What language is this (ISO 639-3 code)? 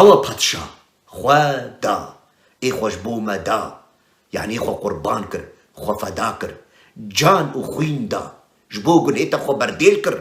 kur